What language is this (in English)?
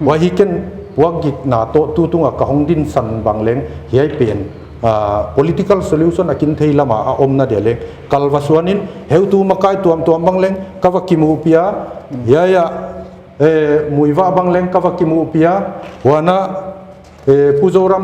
Paite Chin